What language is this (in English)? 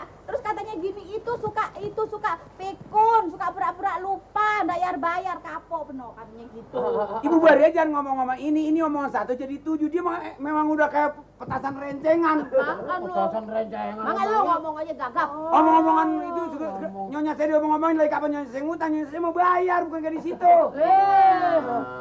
Betawi